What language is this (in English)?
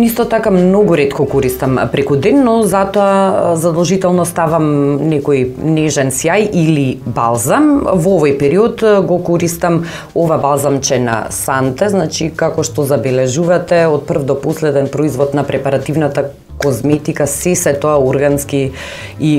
Macedonian